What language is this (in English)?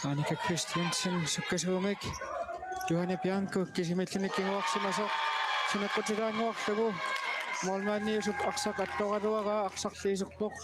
Kalaallisut